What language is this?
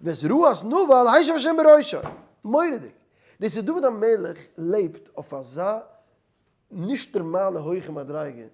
Yiddish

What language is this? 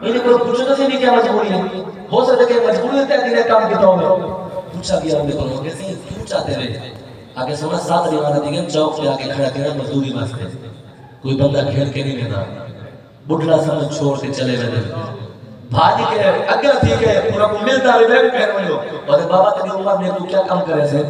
Saraiki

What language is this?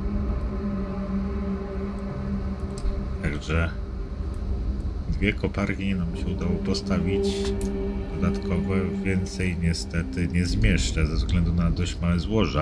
Polish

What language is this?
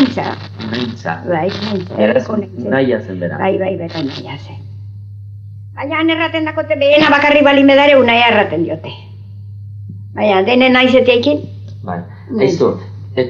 Basque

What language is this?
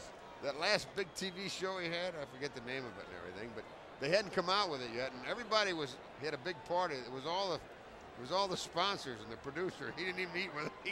English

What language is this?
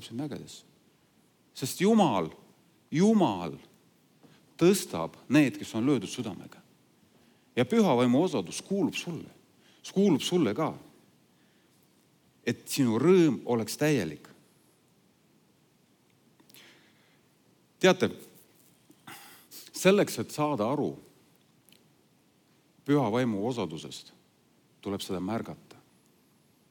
Estonian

